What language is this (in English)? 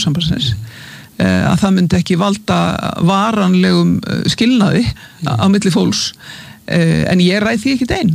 Icelandic